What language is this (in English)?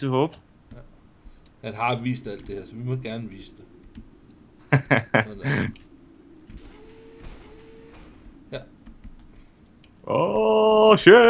Danish